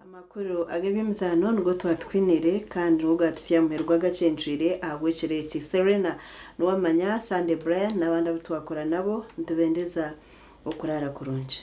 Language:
Nyankole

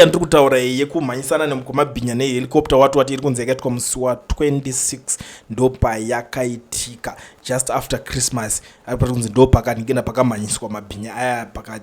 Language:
Shona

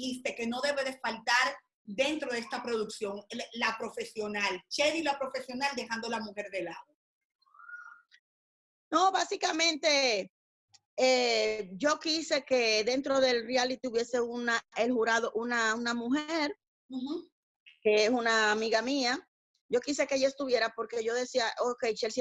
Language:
Spanish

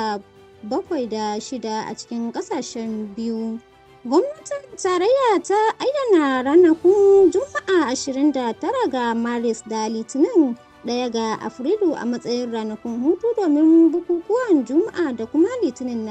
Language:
Hausa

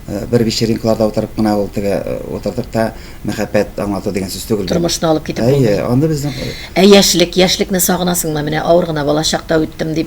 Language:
Tatar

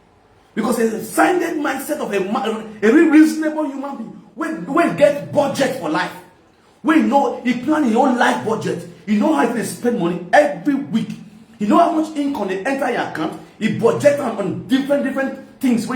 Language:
Nigerian Pidgin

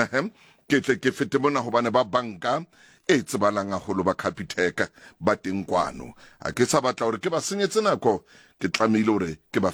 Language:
Southern Sotho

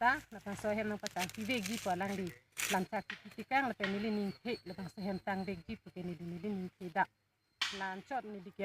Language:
Karbi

